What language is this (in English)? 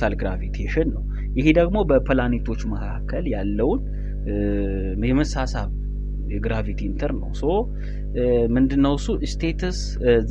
Amharic